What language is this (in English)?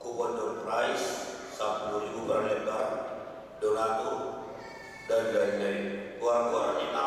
Batak Toba